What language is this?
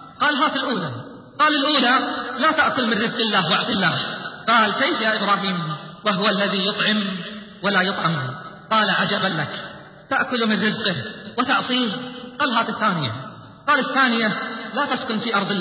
Arabic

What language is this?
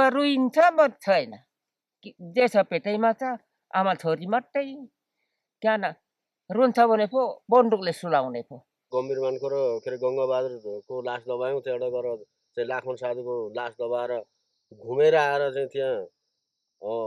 Nepali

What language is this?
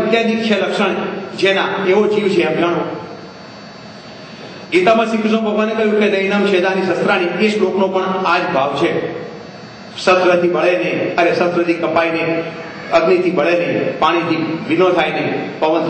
Gujarati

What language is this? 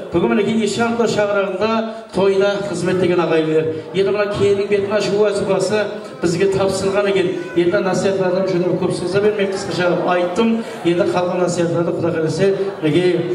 Kara-Kalpak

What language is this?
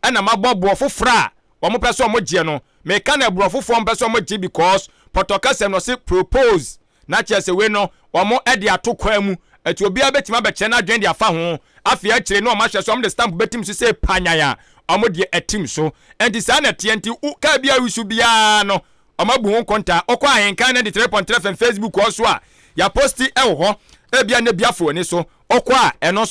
Akan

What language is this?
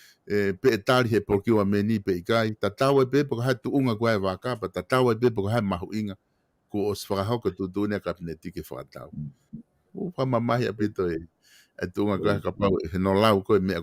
Tongan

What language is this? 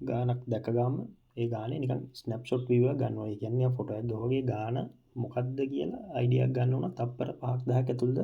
Sinhala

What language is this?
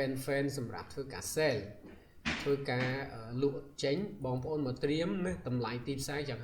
Khmer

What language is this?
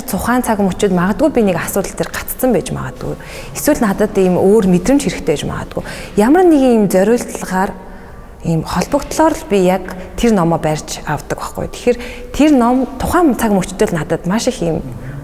Mongolian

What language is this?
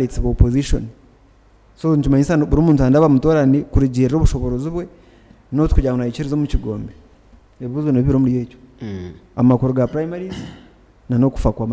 Nyankole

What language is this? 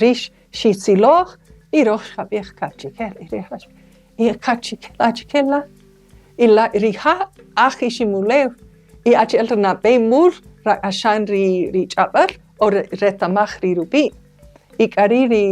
Kaqchikel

